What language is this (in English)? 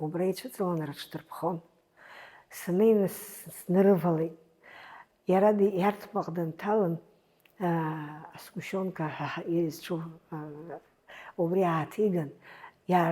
Abkhazian